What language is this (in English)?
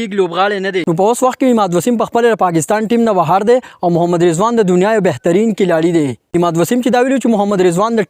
Pashto